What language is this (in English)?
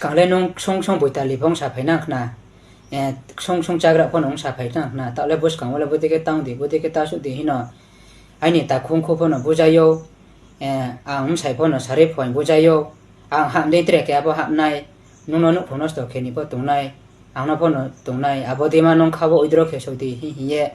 Riang (India)